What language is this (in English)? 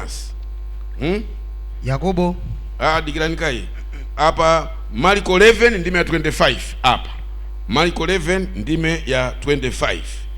Nyanja